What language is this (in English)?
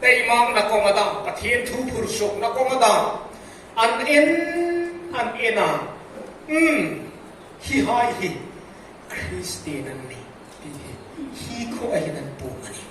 Hmar